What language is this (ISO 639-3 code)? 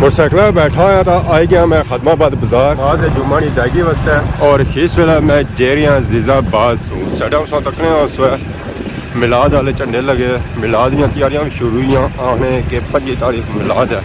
phr